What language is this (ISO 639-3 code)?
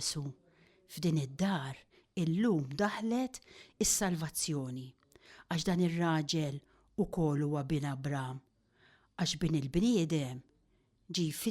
mlt